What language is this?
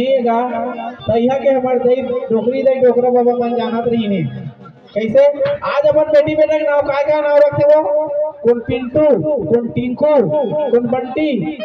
Chhattisgarhi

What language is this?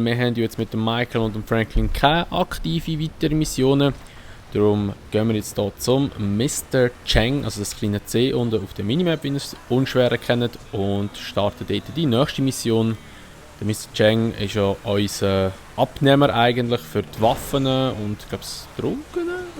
Swiss German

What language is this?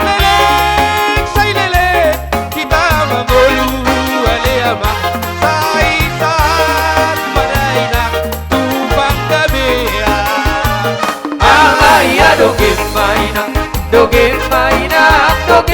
Batak Toba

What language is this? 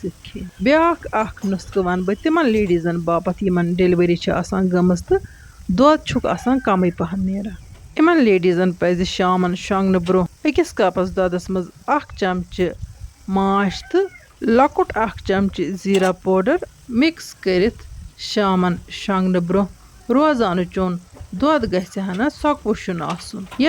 Kashmiri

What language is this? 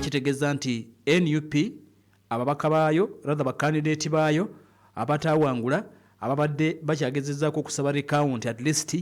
Ganda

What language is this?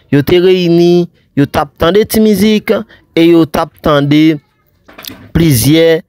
Haitian Creole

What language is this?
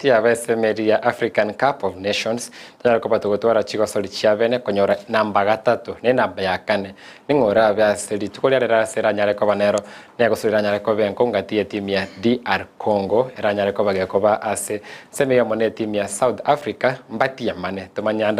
Gusii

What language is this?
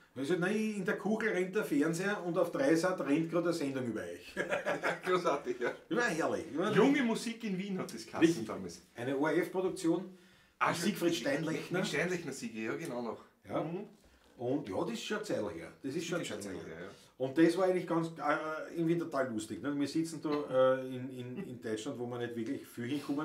Bavarian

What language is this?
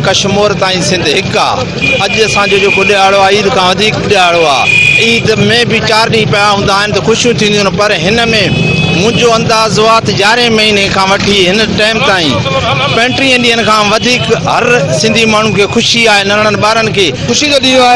Sindhi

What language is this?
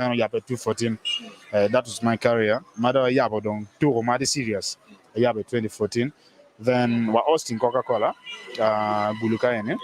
Acoli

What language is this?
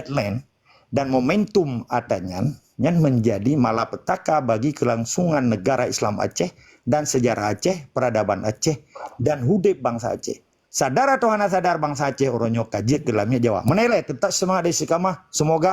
Achinese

